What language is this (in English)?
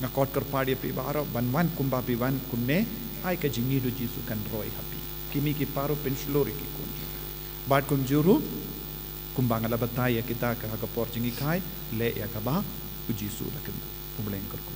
Khasi